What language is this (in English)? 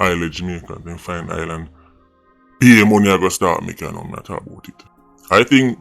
Jamaican Creole English